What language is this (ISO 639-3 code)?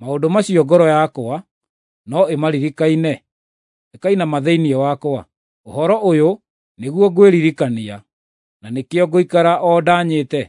kik